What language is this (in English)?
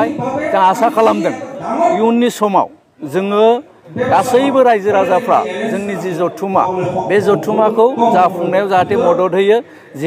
Bodo